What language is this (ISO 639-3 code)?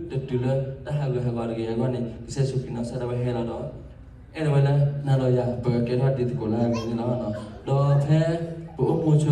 ksw